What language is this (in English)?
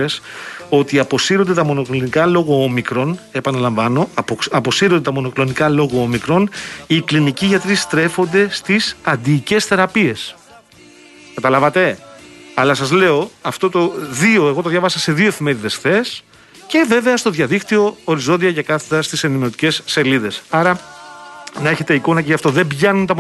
Greek